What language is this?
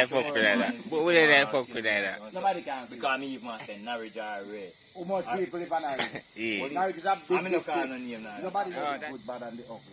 Jamaican Creole English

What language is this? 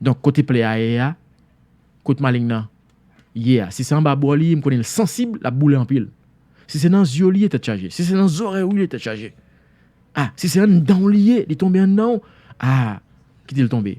Haitian Creole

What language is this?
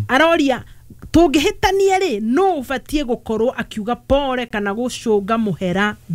Kikuyu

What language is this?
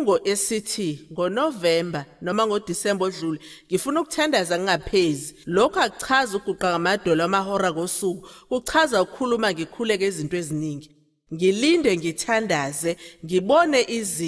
Zulu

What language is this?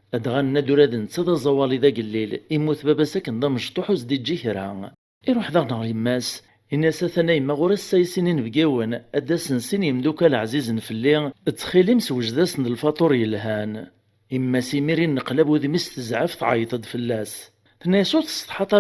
Kabyle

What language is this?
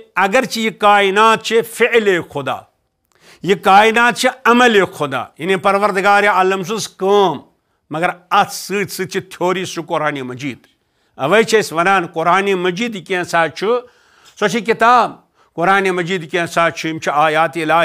Kashmiri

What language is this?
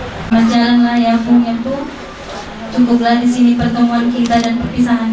Batak Toba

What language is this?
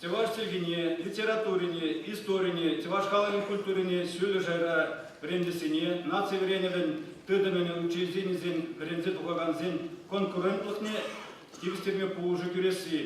Chuvash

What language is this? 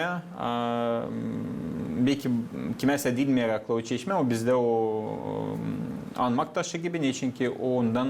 Gagauz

